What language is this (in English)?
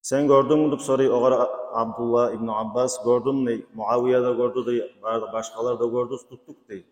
Kumyk